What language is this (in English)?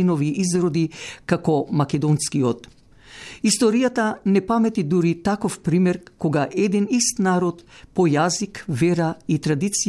Macedonian